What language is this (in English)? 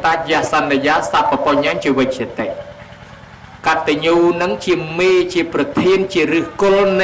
Khmer